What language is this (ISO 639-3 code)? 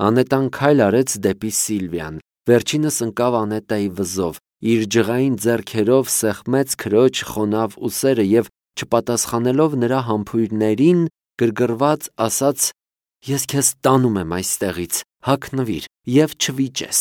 hye